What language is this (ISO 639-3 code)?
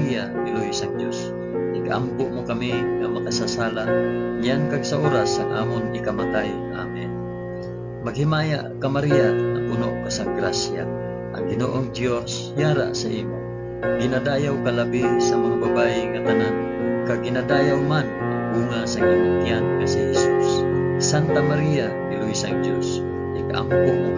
hil